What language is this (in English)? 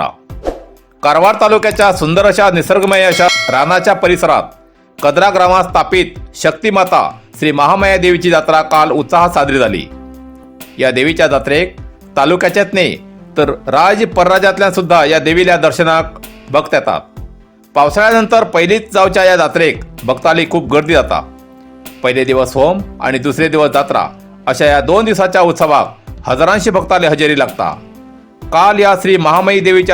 Konkani